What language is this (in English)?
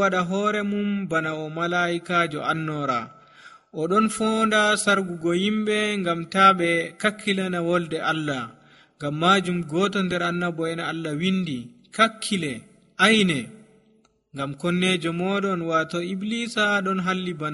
Nigerian Fulfulde